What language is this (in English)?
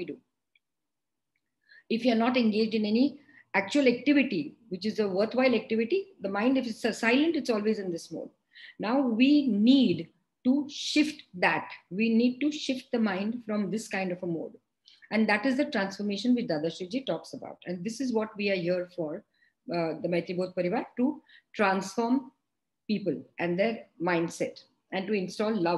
English